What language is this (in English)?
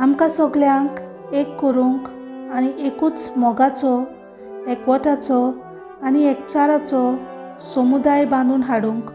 Konkani